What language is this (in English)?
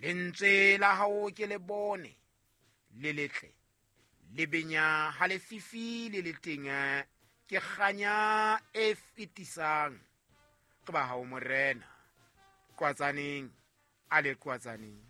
Southern Sotho